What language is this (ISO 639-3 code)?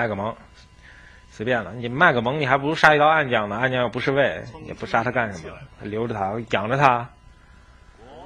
zho